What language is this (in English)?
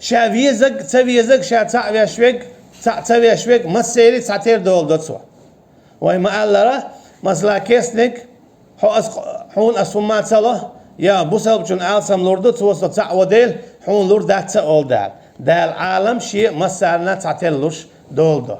Chechen